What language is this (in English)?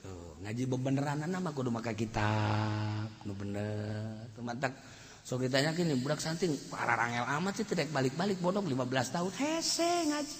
Sundanese